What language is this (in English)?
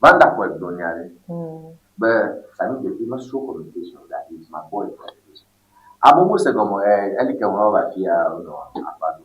Ewe